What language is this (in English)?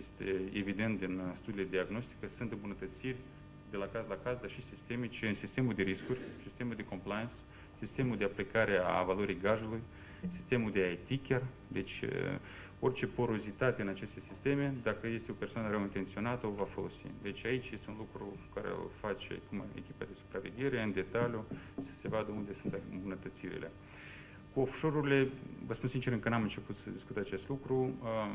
Romanian